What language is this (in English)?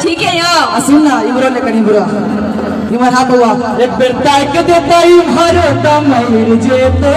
Maithili